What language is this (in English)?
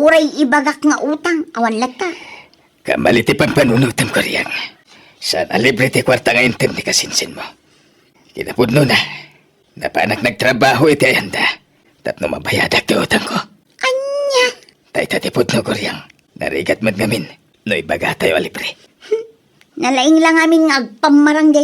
Iloko